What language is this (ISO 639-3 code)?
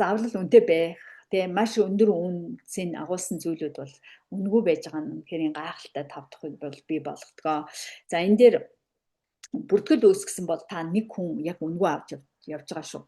mon